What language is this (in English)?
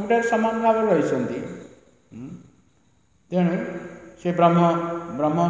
Odia